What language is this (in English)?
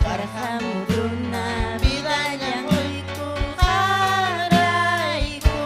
Ayacucho Quechua